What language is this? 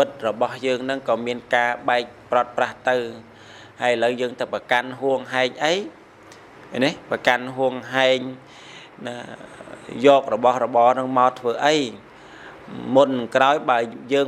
Khmer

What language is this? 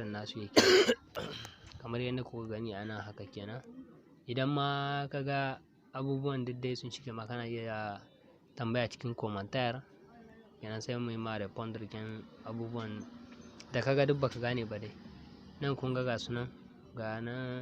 Hausa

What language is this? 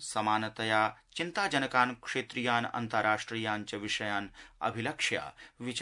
Sanskrit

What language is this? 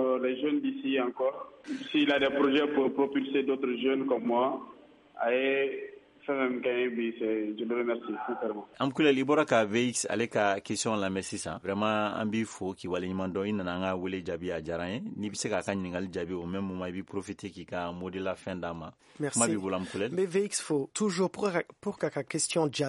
Bambara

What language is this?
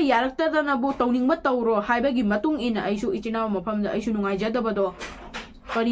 Manipuri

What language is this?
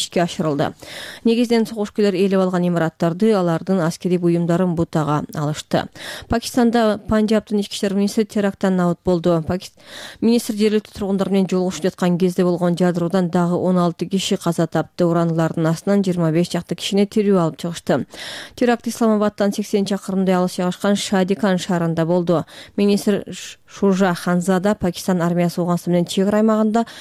Kyrgyz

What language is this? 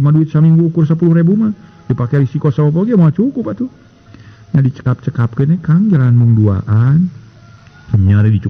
Sundanese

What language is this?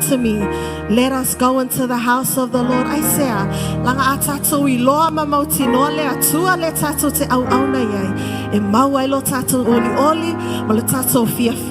Samoan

